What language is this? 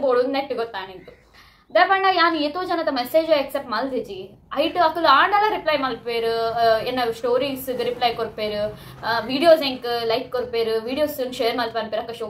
Tulu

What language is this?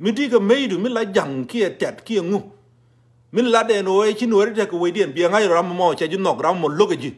Nuer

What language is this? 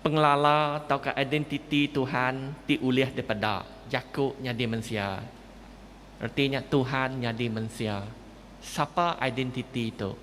Iban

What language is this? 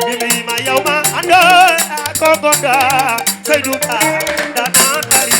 Fula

